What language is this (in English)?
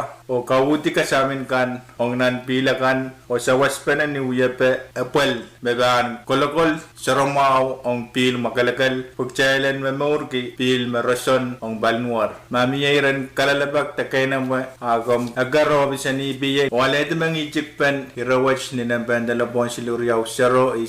Pohnpeian